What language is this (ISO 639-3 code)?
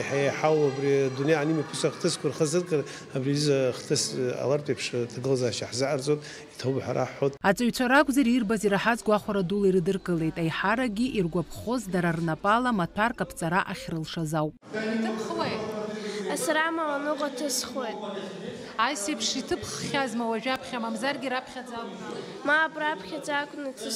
abk